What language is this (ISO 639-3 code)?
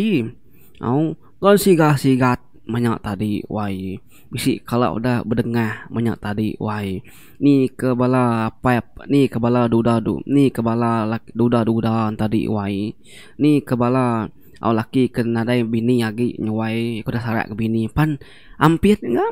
iba